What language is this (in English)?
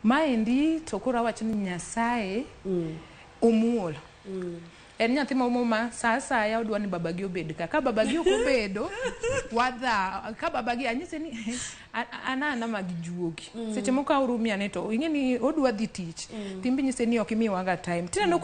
Luo (Kenya and Tanzania)